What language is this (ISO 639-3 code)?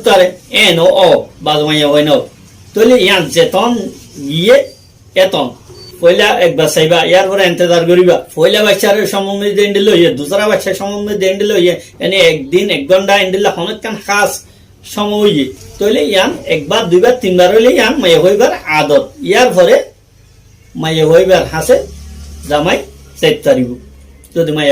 rhg